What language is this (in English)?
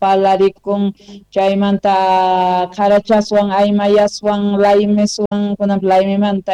South Bolivian Quechua